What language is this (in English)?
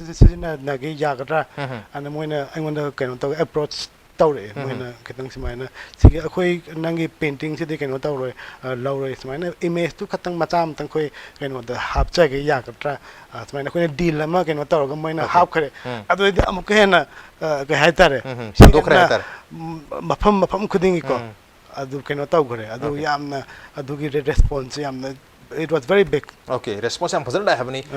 Manipuri